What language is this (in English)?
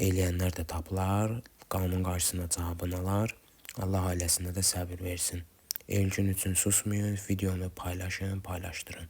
Azerbaijani